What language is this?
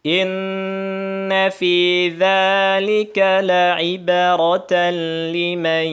Tausug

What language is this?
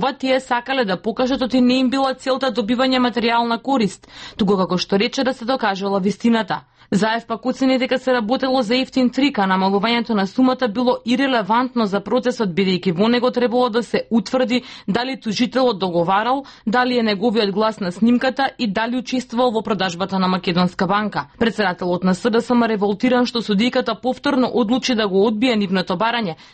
Macedonian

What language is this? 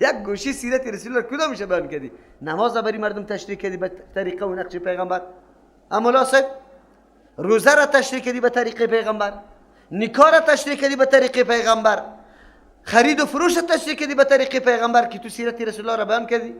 Persian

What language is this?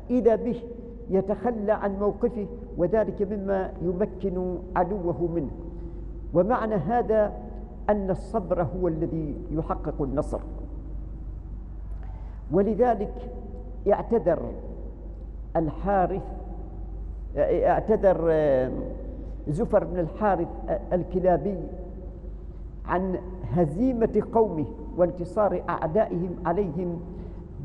Arabic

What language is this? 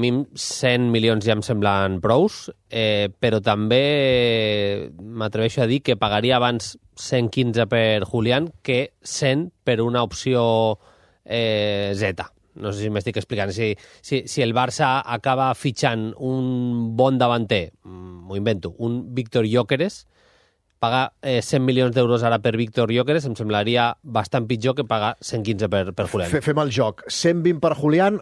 Catalan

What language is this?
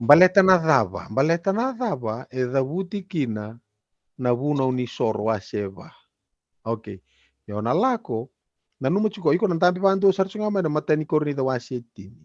Fijian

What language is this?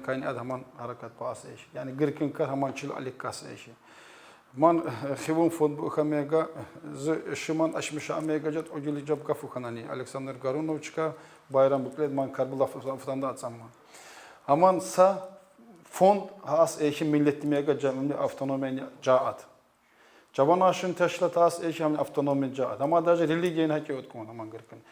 Tsakhur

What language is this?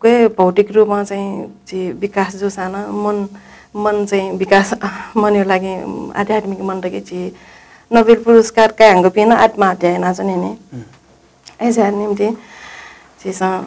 Newari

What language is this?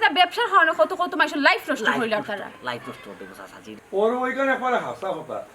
Sylheti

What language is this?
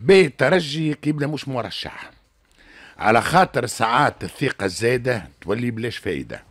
Tunisian Arabic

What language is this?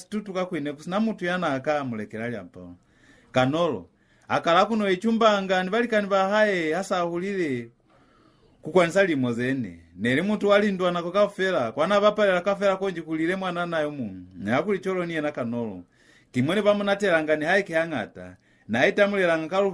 Lozi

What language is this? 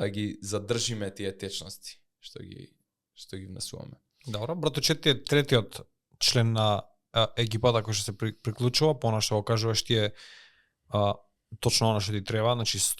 Macedonian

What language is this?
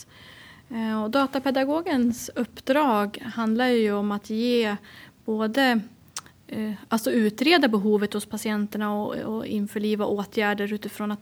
Swedish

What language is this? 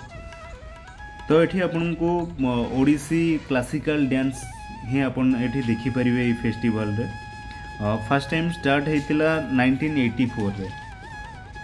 Odia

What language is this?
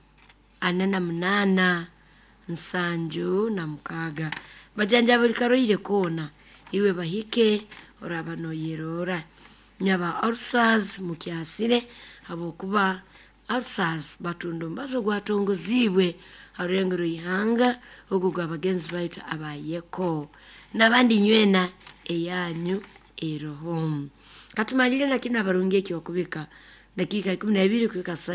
Nyoro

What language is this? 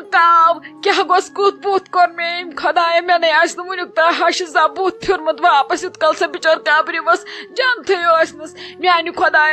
Kashmiri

